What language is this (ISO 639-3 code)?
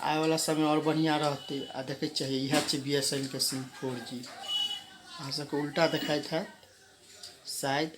mai